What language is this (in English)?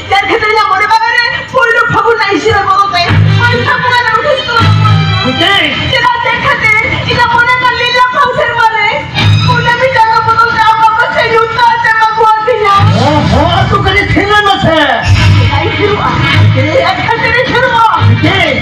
Santali